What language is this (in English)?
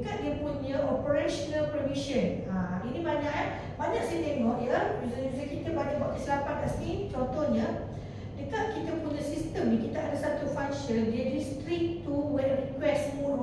Malay